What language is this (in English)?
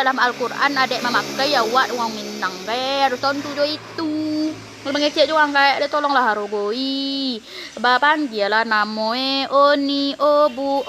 Minangkabau